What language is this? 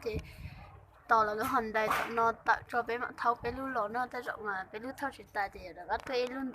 Hmong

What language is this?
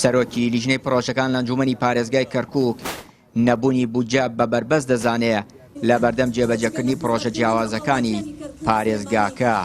Central Kurdish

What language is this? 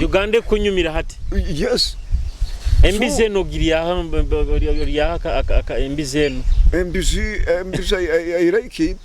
Nyoro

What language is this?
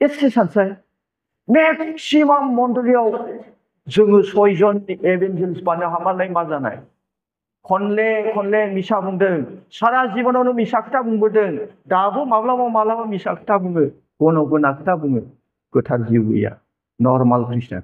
Bodo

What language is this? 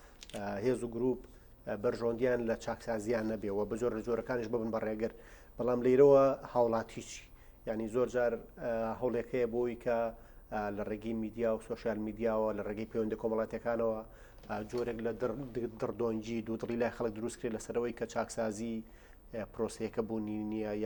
Central Kurdish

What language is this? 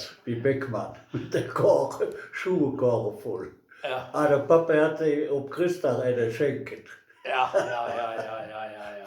Westphalien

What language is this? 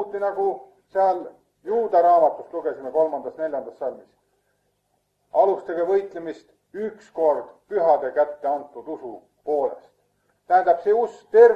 Estonian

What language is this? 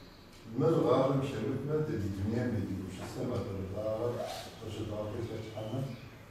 Kabardian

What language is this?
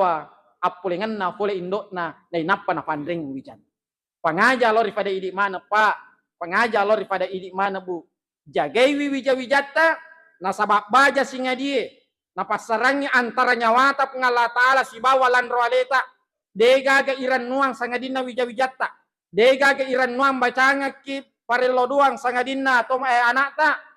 Buginese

